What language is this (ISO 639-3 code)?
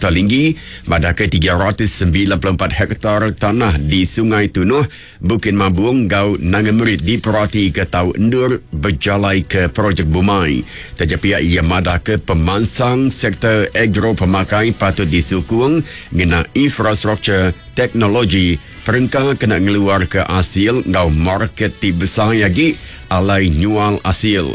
iba